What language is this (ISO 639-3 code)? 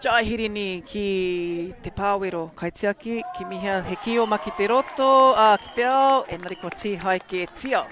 mri